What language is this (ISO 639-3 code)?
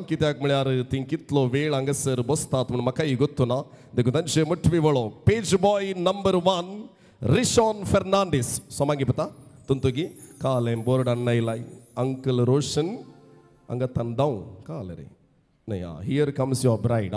kok